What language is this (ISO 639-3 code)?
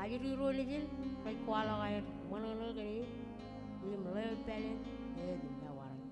mah